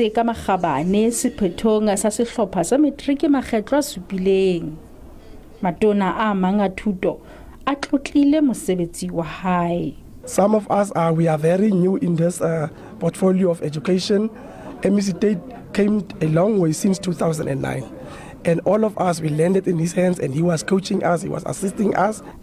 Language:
Southern Sotho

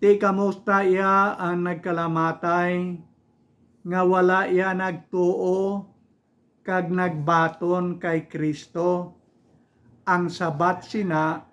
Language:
Hiligaynon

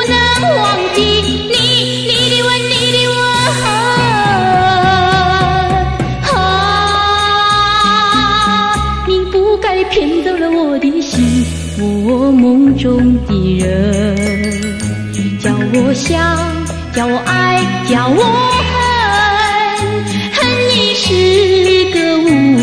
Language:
Chinese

